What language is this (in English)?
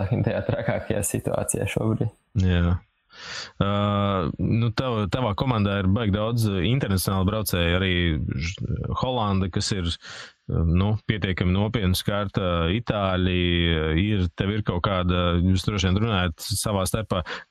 Latvian